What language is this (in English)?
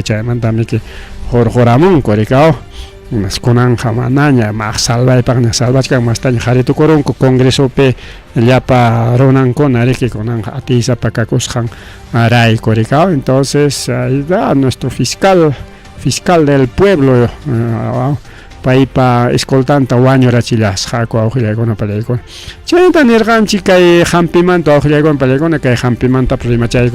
Ayacucho Quechua